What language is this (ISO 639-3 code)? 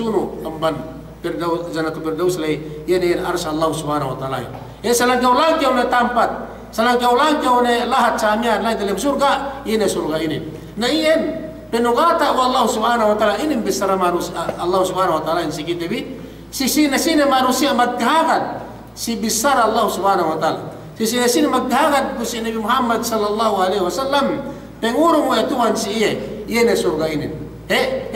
yka